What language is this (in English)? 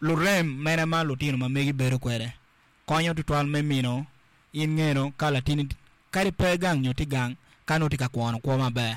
Acoli